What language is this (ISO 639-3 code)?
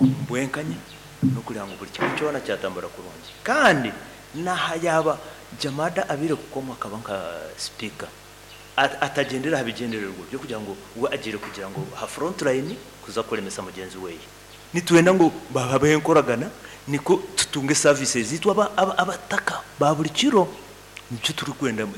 nyn